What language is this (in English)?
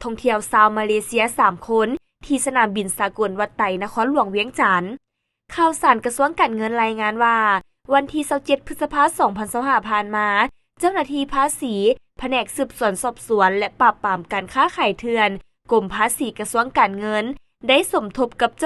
Lao